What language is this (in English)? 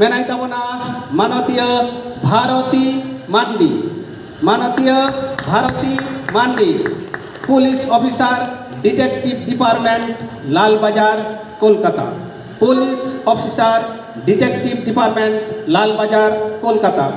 Santali